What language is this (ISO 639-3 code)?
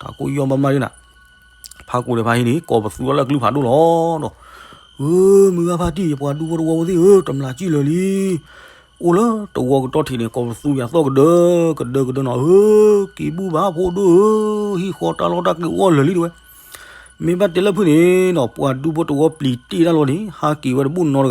ksw